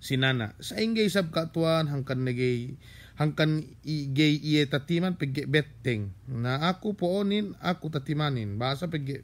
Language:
Yakan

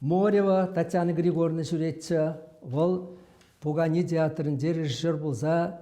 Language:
Chuvash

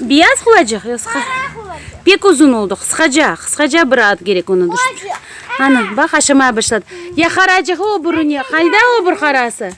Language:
Crimean Tatar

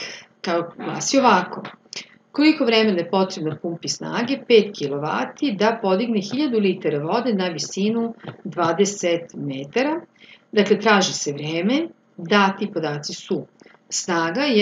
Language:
Serbian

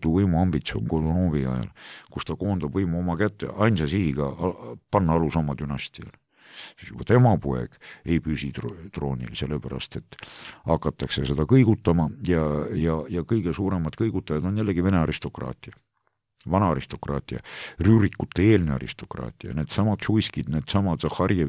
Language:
Estonian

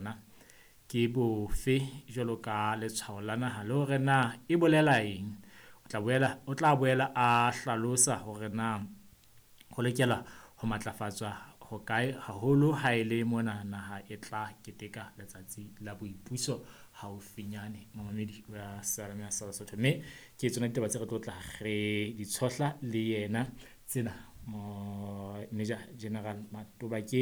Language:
Southern Sotho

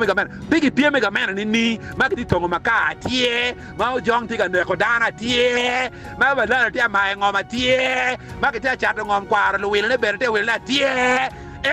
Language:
Acoli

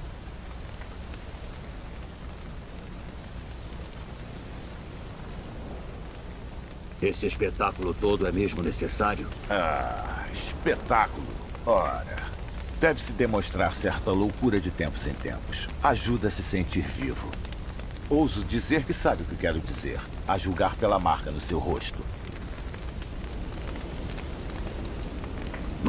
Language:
Portuguese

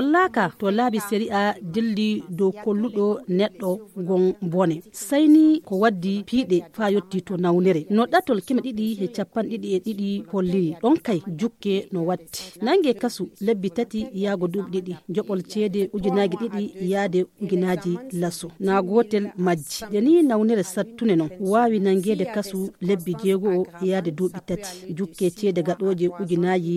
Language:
Fula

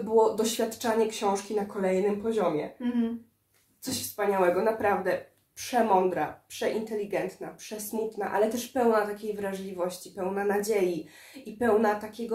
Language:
Polish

